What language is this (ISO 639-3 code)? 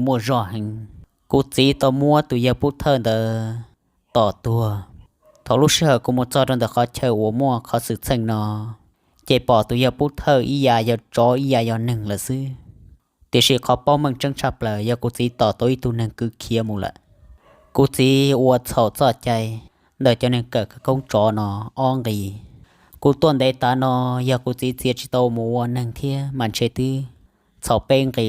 hmn